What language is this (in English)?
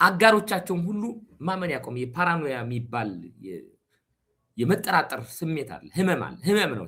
Amharic